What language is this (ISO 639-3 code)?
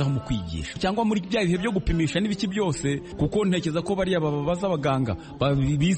kin